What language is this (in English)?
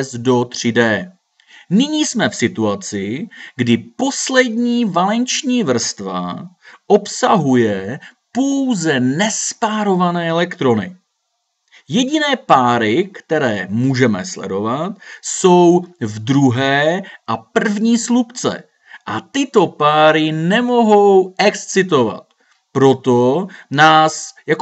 Czech